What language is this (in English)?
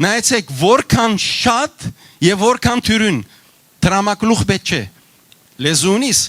Western Armenian